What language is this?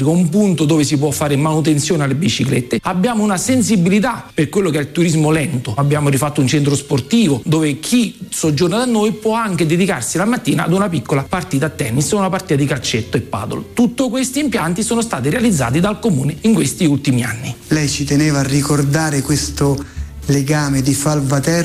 Italian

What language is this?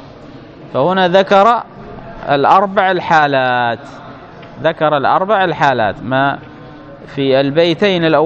Arabic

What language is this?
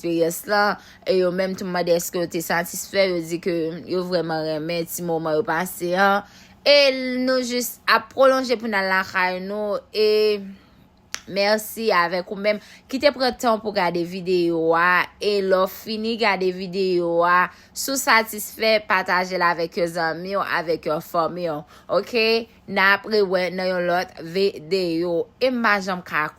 Haitian Creole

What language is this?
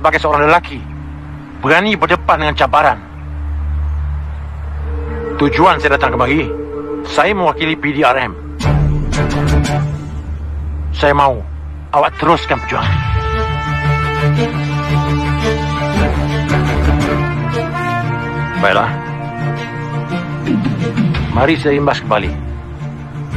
Malay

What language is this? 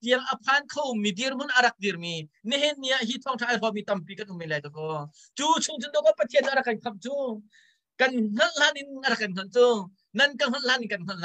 Hakha Chin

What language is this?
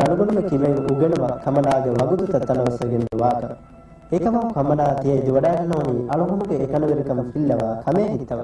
Divehi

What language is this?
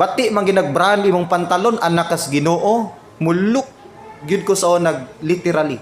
Cebuano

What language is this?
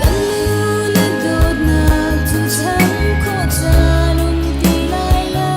Hakha Chin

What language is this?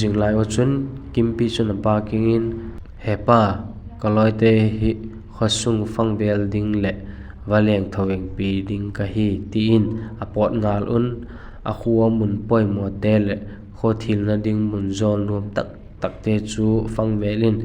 Vaiphei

